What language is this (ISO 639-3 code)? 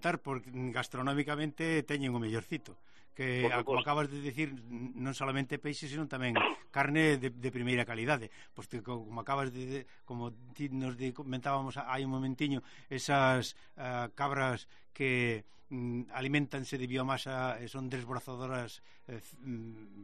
glg